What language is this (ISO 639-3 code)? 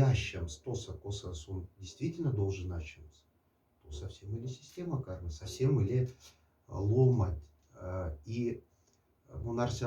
mdf